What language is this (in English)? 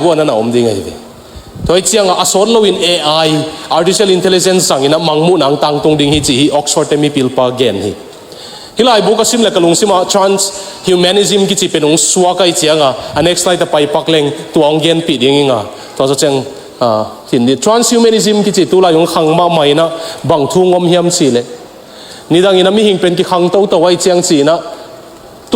Tedim Chin